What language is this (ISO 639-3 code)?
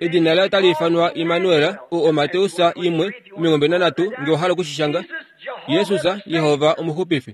kua